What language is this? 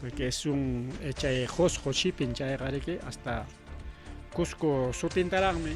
Ayacucho Quechua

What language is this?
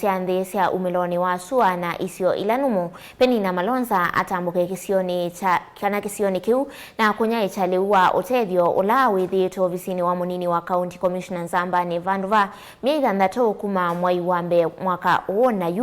Kamba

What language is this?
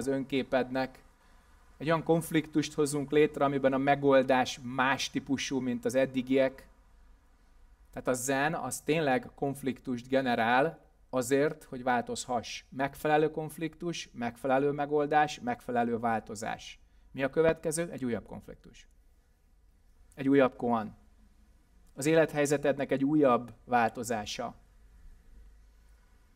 Hungarian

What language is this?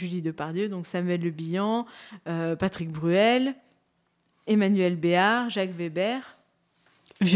French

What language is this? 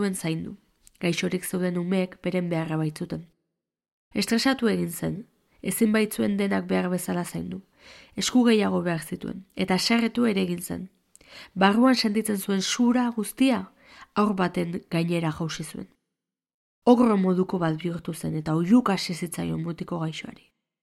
Basque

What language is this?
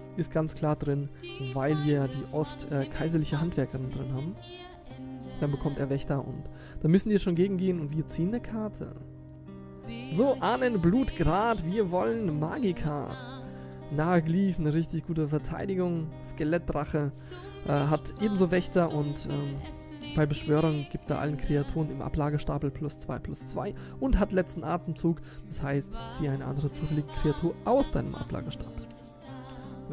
German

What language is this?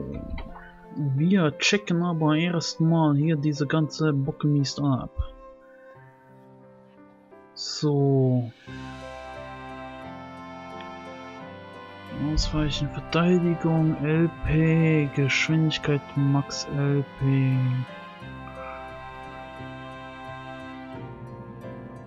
German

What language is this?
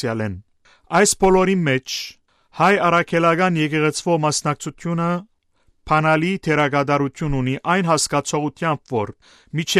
Western Armenian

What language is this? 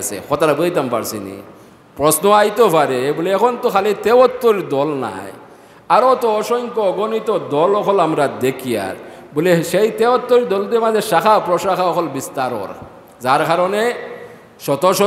Sylheti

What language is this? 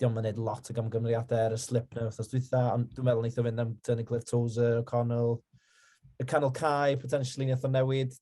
Welsh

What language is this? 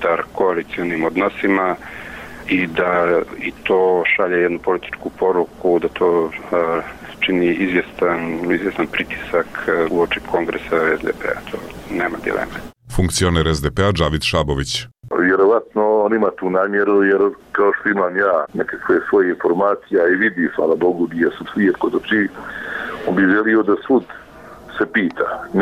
Croatian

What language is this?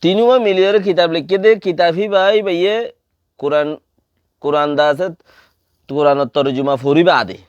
Rohingya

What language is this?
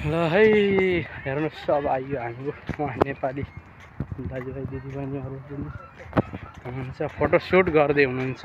Nepali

